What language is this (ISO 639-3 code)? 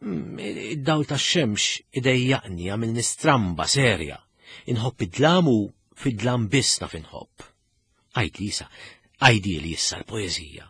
mlt